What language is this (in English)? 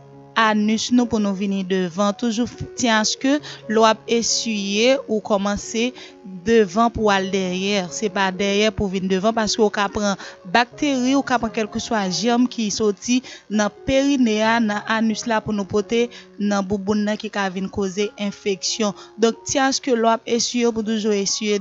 Haitian Creole